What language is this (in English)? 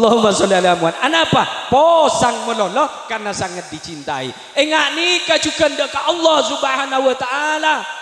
Madurese